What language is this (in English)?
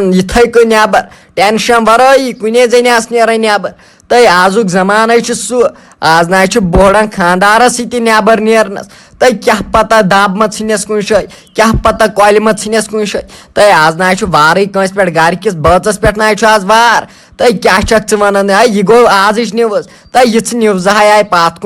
Kashmiri